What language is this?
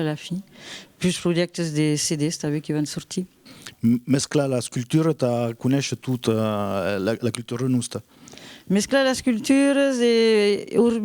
Occitan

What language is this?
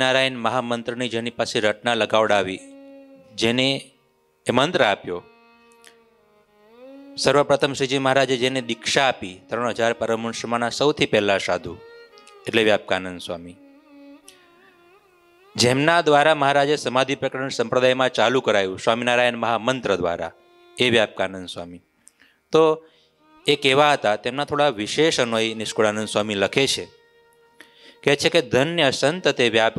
Gujarati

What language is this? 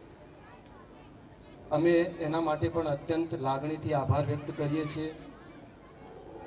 Gujarati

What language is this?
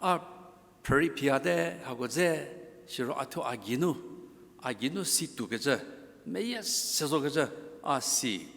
Angami Naga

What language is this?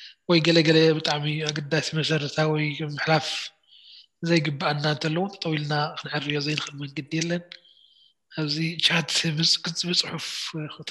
Tigrinya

